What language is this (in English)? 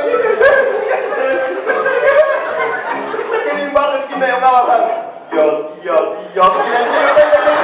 Bashkir